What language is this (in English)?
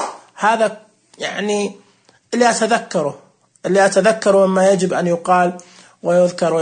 Najdi Arabic